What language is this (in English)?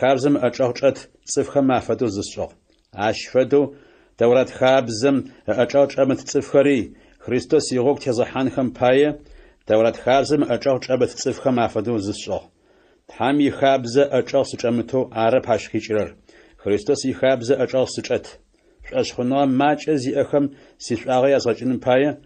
Adyghe